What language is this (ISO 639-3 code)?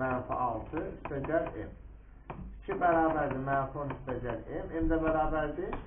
aze